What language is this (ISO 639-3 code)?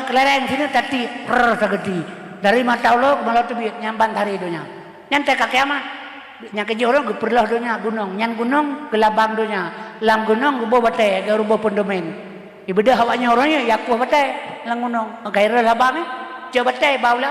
ace